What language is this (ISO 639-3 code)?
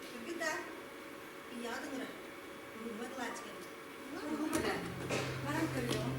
sah